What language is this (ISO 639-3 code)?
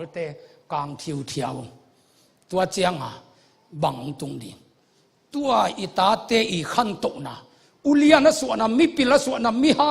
ctd